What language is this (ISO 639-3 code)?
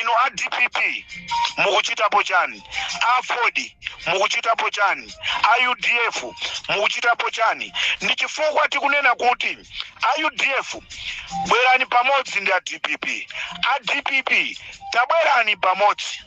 nya